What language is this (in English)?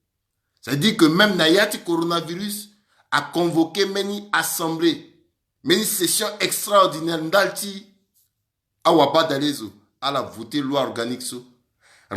Sango